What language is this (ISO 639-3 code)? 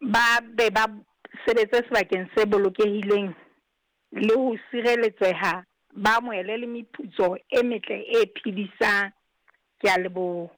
sot